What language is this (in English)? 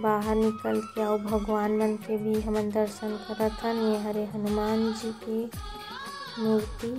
Chhattisgarhi